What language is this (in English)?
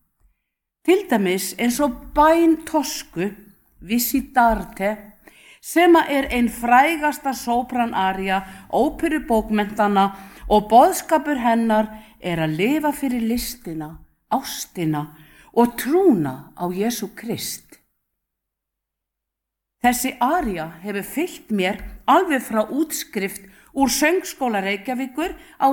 Icelandic